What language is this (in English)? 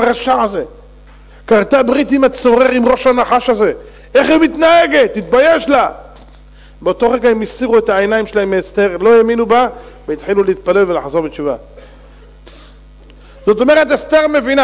Hebrew